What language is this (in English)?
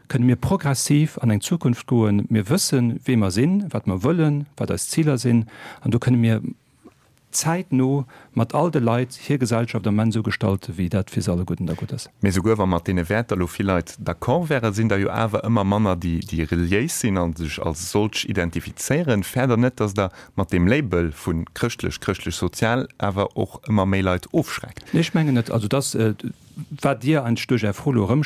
Luxembourgish